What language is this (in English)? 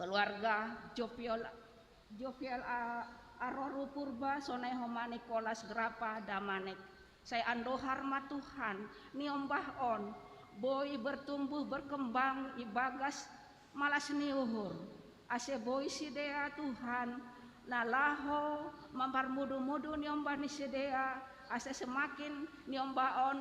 Batak Simalungun